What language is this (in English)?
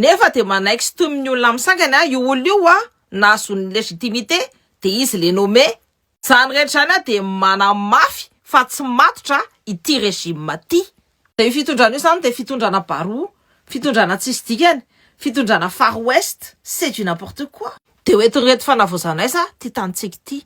Malagasy